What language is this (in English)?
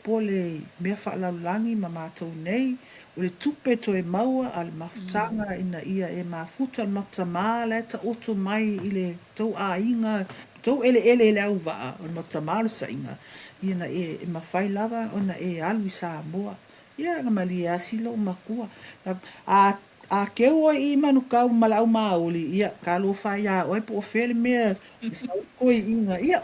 Samoan